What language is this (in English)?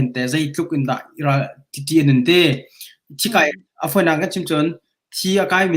Hakha Chin